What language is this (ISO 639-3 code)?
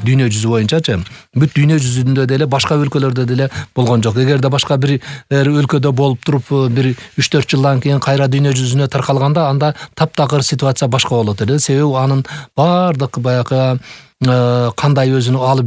kir